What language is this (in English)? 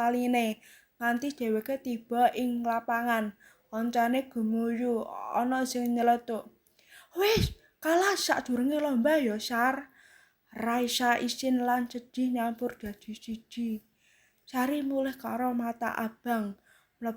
Javanese